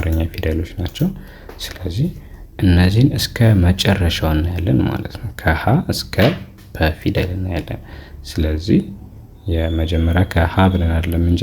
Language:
Amharic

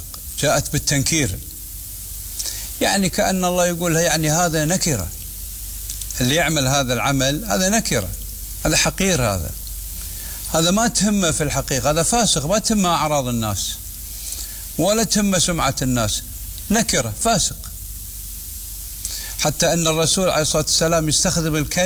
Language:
Arabic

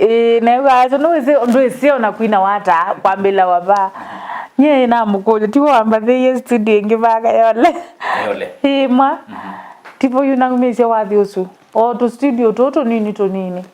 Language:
Kamba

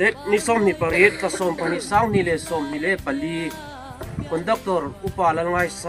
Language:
Hmar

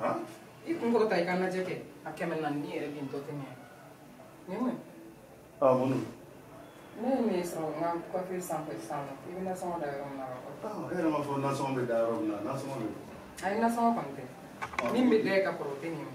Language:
Bambara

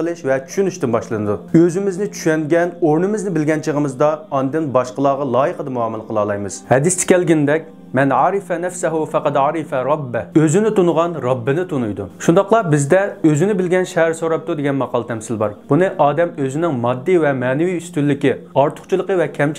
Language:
Uyghur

